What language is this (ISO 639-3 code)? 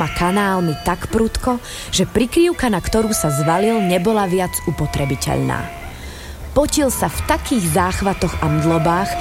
slk